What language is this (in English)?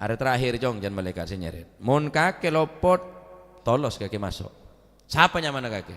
Madurese